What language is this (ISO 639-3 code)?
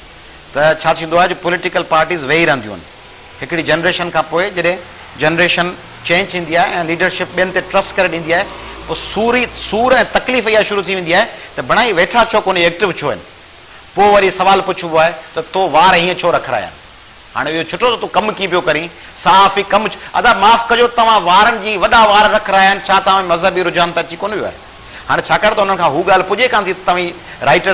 snd